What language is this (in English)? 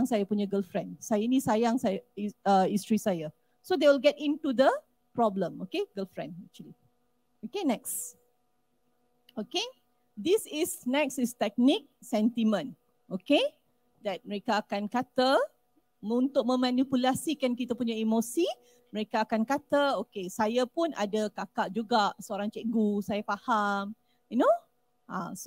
Malay